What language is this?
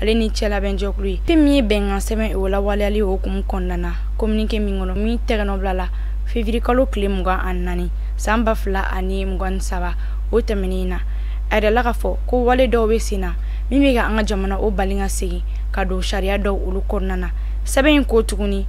Bambara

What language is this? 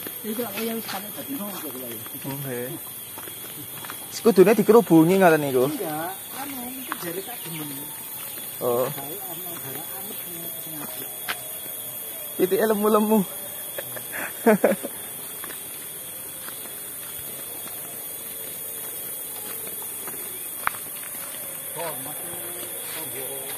Javanese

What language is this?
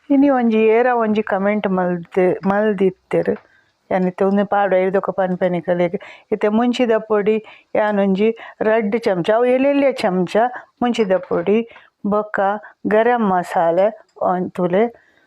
Tulu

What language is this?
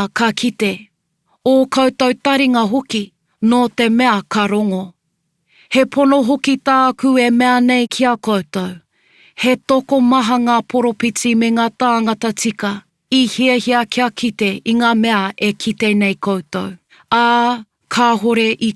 Māori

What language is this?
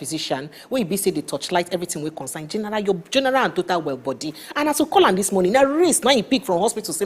Nigerian Pidgin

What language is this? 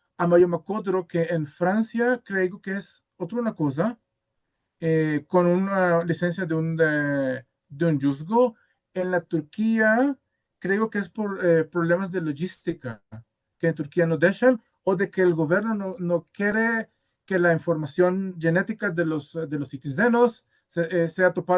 Ladino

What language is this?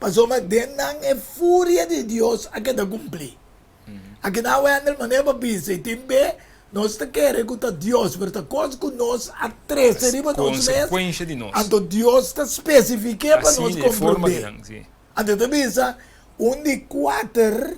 Papiamento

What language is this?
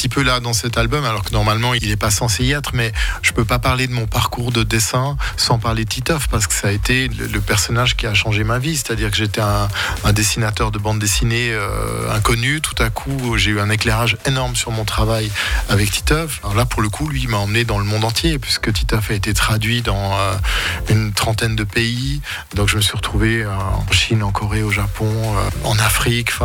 French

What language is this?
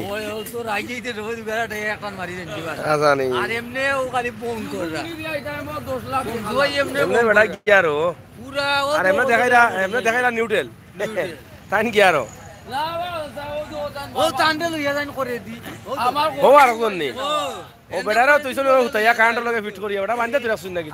Sylheti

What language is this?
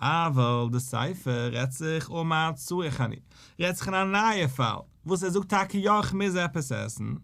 Yiddish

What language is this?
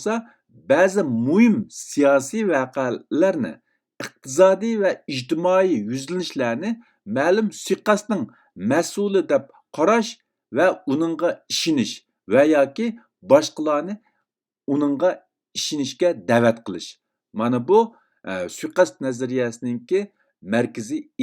Uyghur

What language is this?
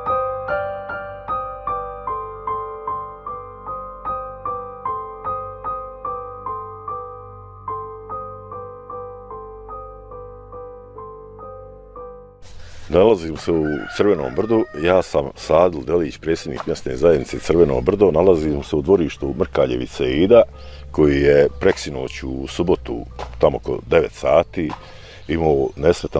Bosnian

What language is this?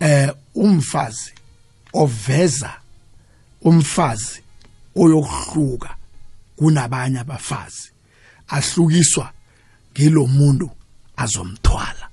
South Ndebele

